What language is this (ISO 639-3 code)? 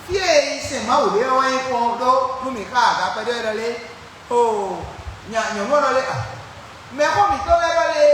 fon